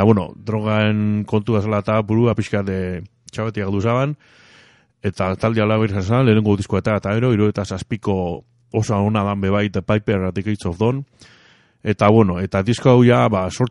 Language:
Basque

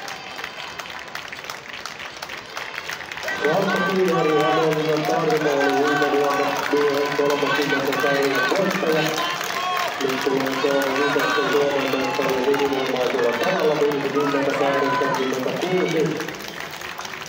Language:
Finnish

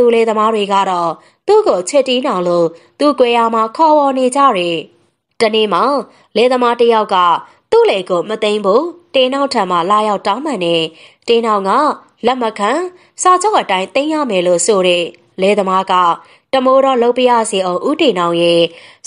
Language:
Burmese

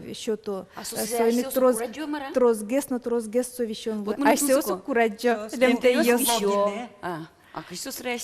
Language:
Udmurt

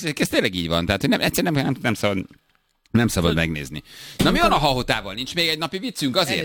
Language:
Hungarian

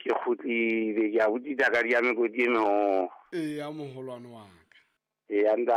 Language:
Southern Sotho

